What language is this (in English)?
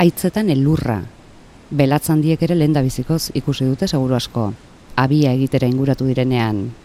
Basque